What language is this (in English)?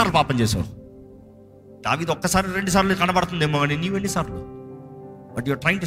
Telugu